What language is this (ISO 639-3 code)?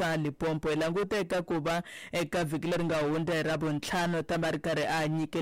tso